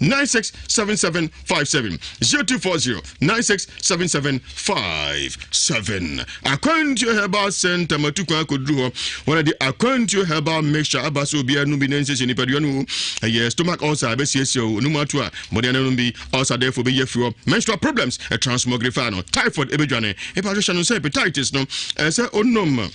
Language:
Akan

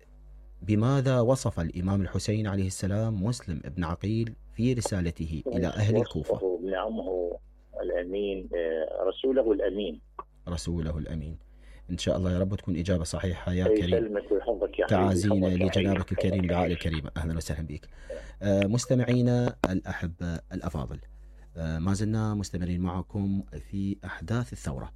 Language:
Mesopotamian Arabic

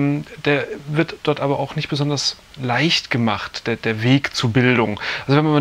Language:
German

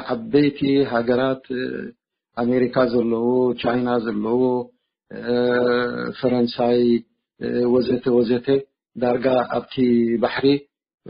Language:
Tigrinya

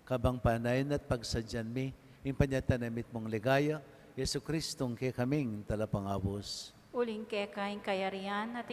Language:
Pampanga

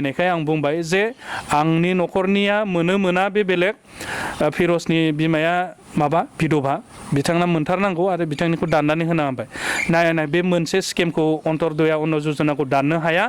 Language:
Bodo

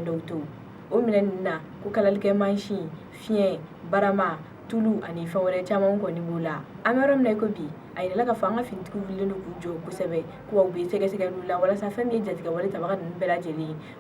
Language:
Bambara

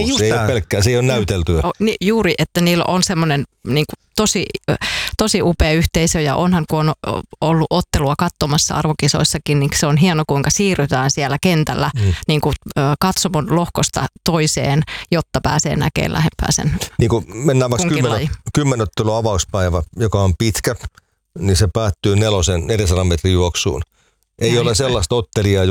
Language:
Finnish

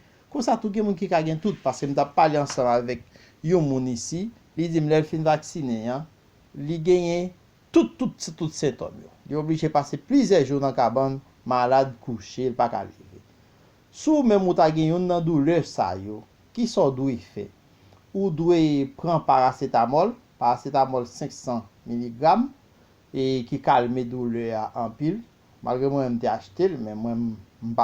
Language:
Haitian Creole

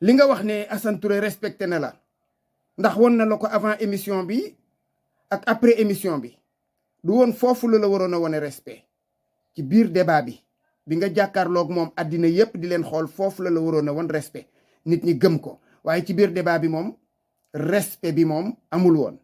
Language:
Wolof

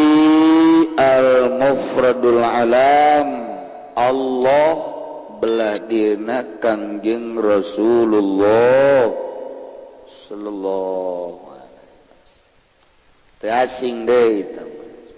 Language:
Sundanese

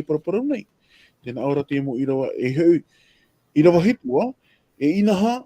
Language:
Tahitian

